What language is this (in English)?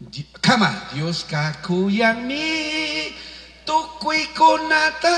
Chimborazo Highland Quichua